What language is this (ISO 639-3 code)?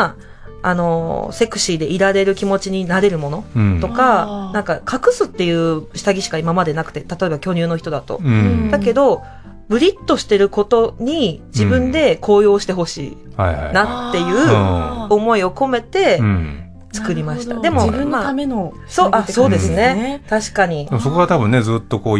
jpn